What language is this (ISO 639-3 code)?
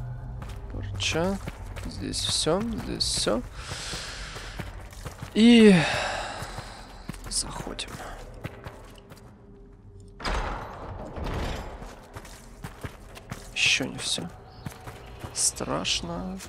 rus